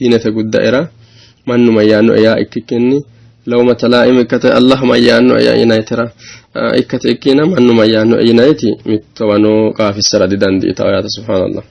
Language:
Sidamo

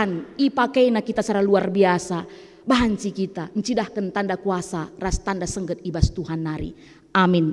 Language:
Batak Karo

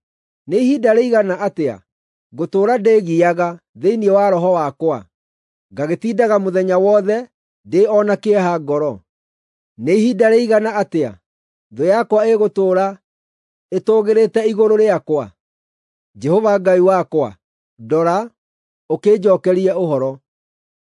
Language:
Kikuyu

